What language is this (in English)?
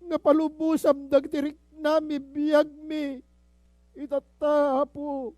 Iloko